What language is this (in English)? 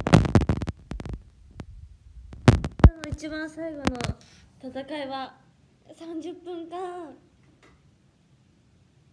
Japanese